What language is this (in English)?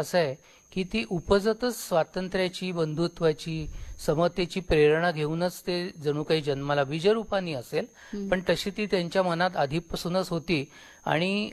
Marathi